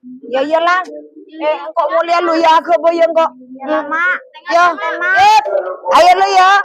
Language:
Madurese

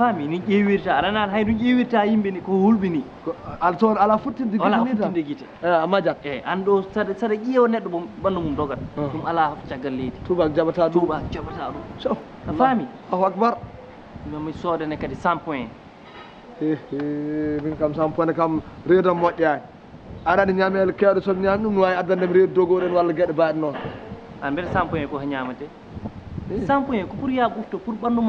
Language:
Fula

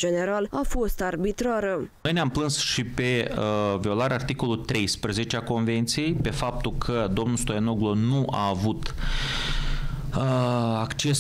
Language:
Romanian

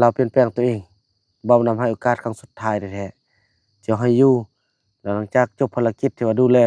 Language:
Lao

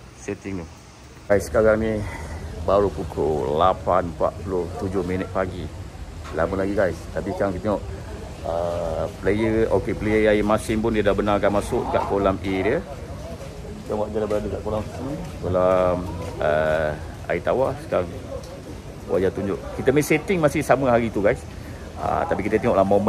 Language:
Malay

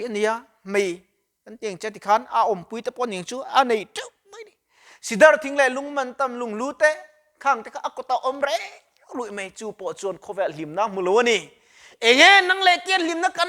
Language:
Mizo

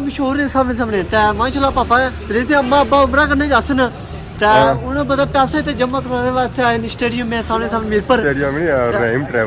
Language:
Pahari-Potwari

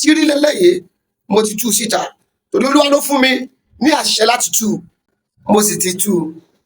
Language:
Yoruba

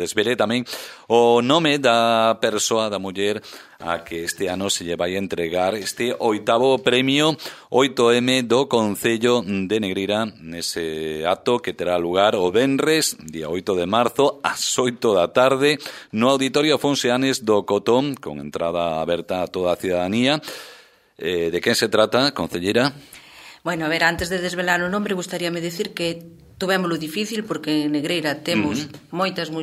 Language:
Galician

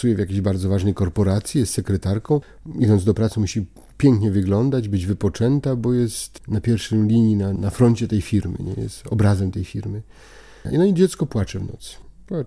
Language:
Polish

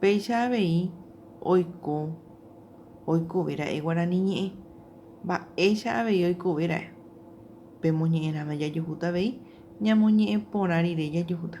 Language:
Guarani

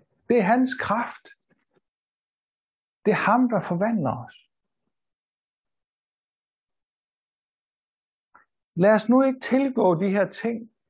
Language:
Danish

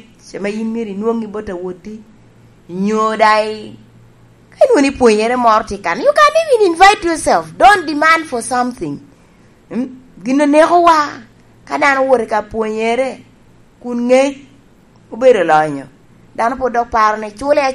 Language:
Lango (Uganda)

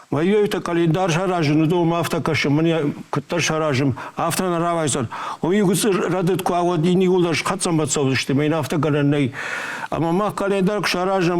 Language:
Ossetic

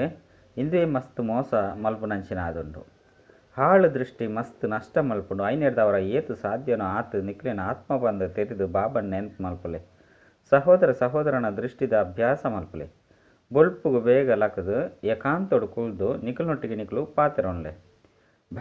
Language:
Tulu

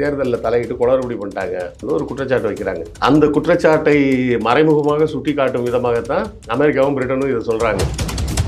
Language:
Tamil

